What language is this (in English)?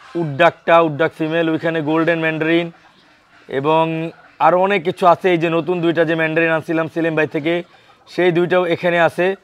Bangla